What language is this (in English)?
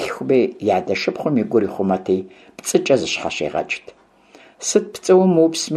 Kabardian